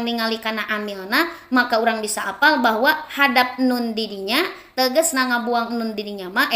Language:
Sundanese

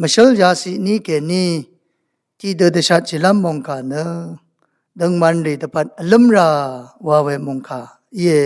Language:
Rawang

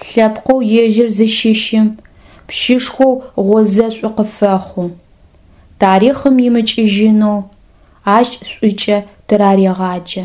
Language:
Adyghe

